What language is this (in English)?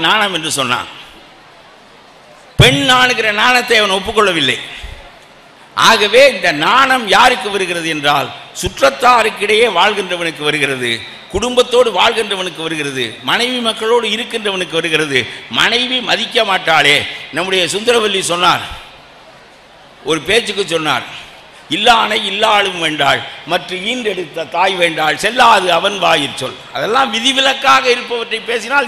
Tamil